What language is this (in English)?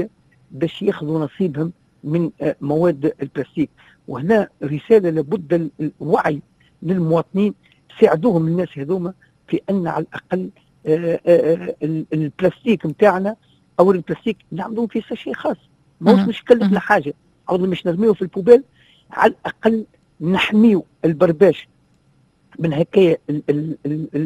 Tunisian Arabic